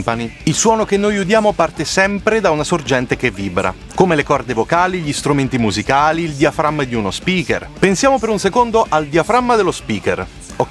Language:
Italian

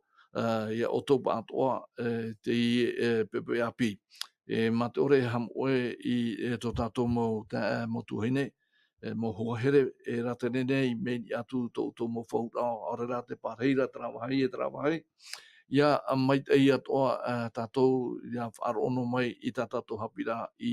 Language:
Tahitian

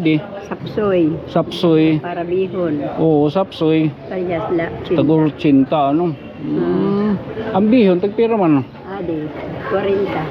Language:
Waray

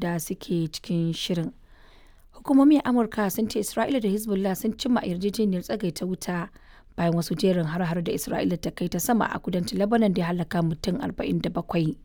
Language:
Hausa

